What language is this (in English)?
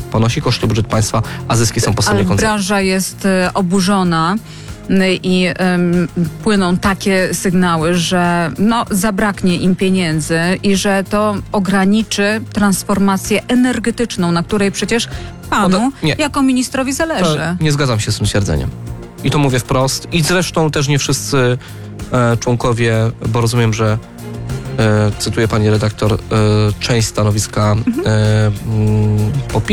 Polish